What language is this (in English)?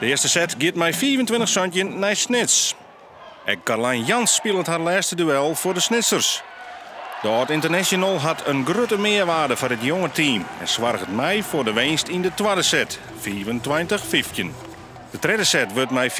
Western Frisian